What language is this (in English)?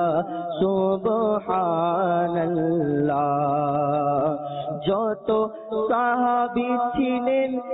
Bangla